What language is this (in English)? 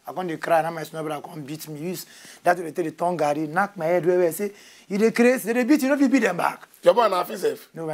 Nigerian Pidgin